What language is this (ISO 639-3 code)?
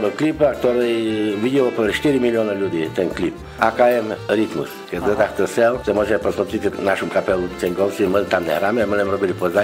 slk